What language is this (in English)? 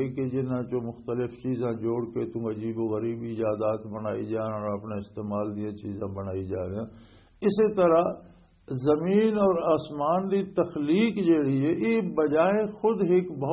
Western Panjabi